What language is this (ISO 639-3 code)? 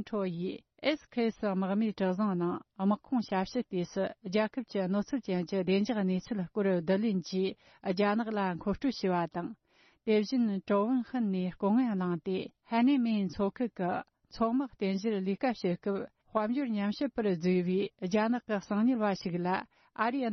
bod